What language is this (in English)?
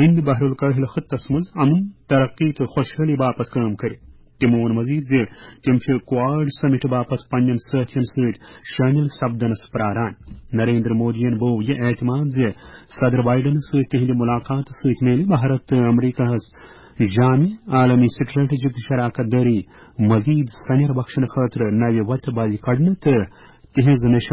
Kashmiri